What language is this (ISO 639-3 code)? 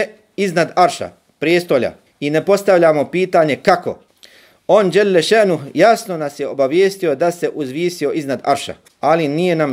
bos